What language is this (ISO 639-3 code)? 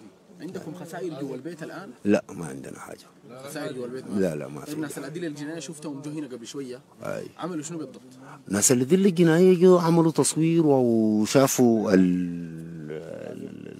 apd